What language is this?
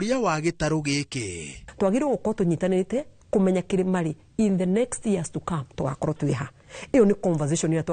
Kikuyu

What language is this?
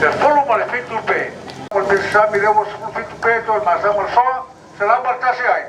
Samoan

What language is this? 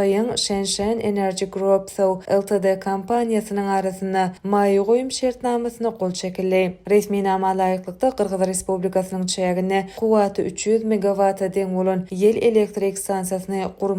Turkmen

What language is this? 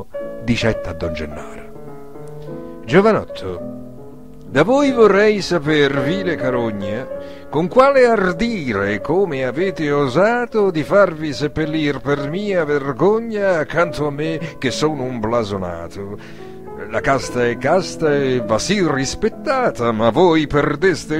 Neapolitan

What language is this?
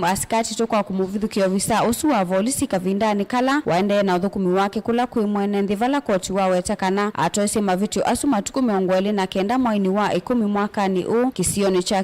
Kamba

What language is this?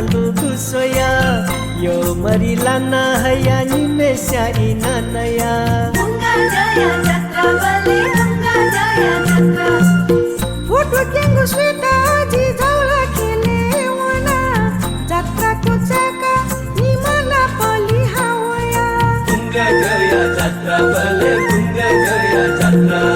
Newari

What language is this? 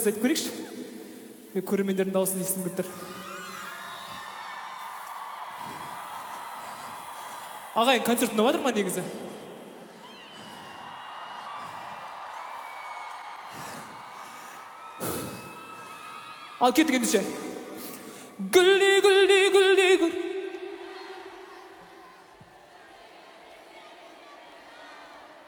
Kazakh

